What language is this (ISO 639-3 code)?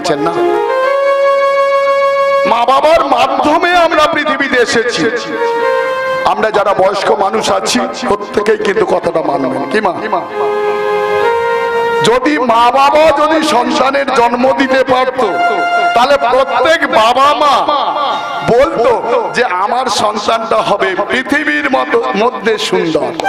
ben